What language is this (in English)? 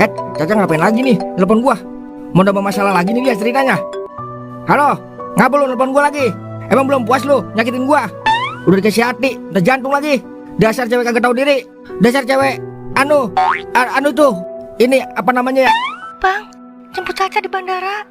Betawi